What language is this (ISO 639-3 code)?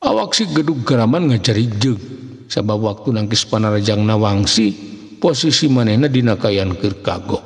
sun